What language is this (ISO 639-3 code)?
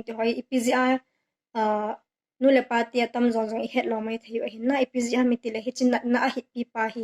tcz